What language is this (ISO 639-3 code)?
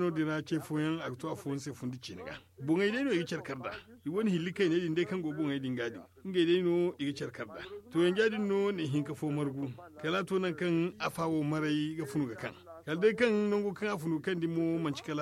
dje